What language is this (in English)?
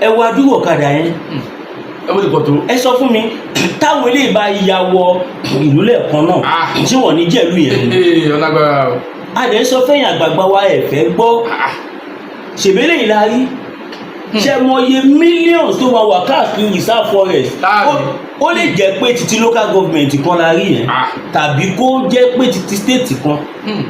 Yoruba